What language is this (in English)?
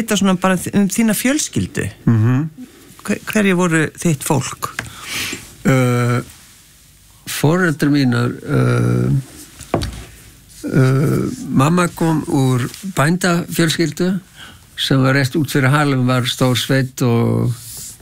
Icelandic